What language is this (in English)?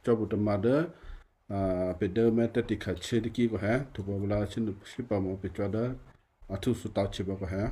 Western Kayah